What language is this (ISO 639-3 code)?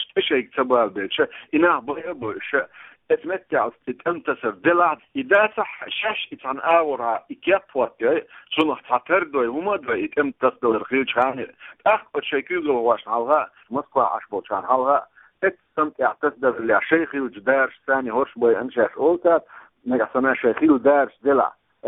che